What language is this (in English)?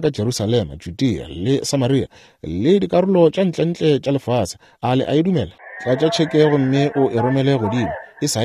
Northern Sotho